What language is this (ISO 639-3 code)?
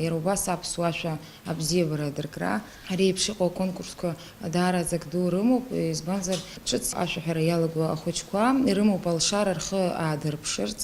abk